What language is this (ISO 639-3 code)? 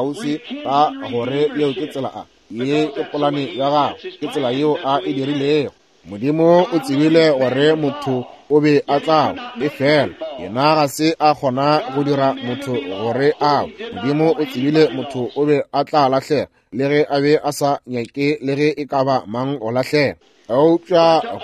nso